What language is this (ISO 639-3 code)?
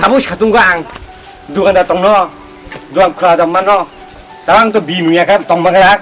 trp